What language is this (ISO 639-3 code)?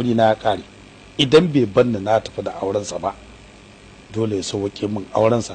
hau